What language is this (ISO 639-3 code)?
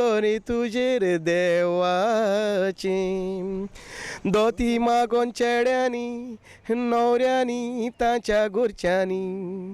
kok